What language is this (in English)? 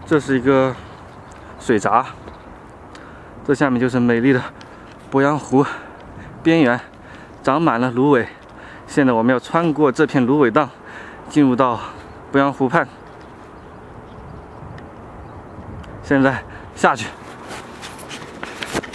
Chinese